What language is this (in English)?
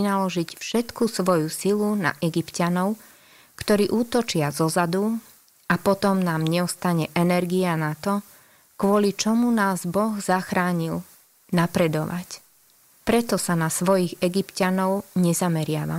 Slovak